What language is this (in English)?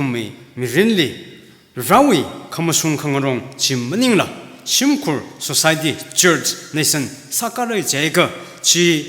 Tangkhul Naga (India)